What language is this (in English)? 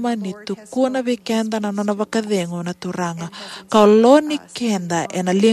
Fijian